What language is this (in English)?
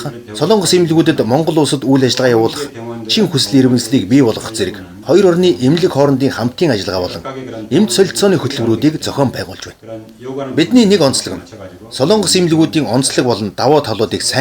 Mongolian